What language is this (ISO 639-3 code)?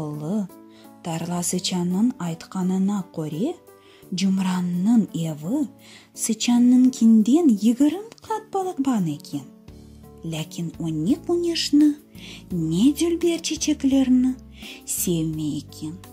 crh